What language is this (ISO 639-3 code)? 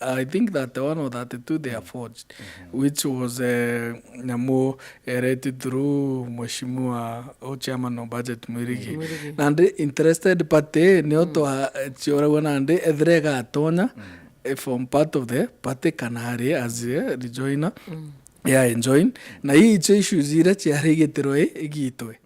mer